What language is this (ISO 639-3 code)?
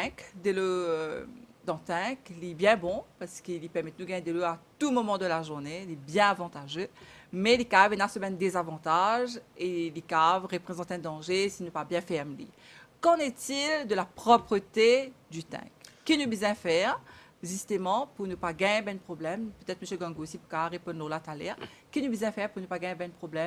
mfe